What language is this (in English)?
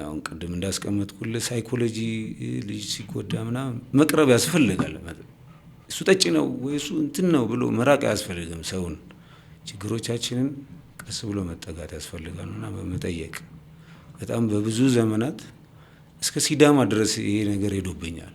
Amharic